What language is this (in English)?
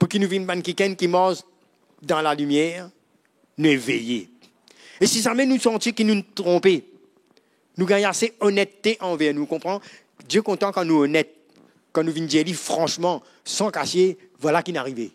Morisyen